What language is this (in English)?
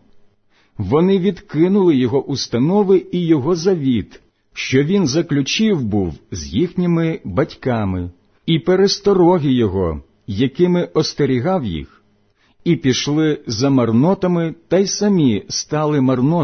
Ukrainian